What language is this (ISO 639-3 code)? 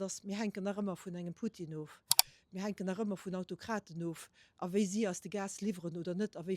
ltz